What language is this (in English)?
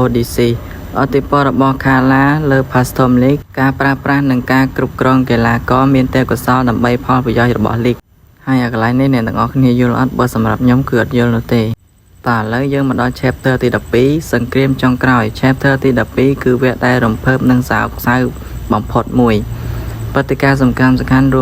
Khmer